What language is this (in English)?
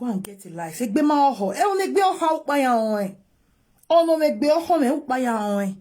Nigerian Pidgin